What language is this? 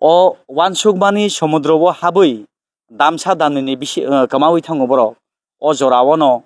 Kok Borok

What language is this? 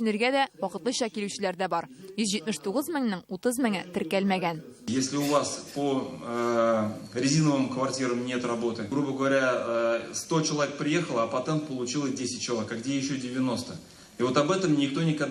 Tatar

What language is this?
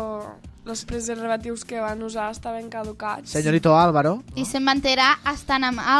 Catalan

